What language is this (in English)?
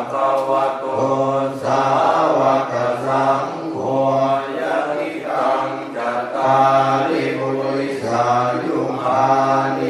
Pali